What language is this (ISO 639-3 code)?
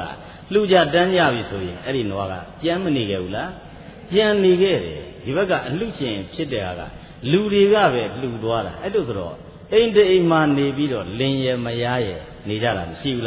mya